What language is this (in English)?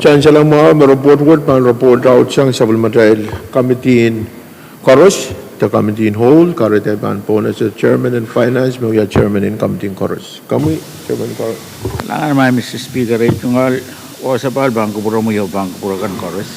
Pohnpeian